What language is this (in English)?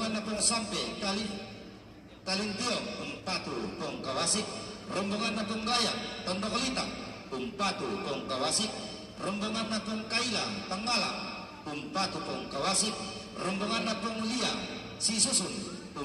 Toraja-Sa'dan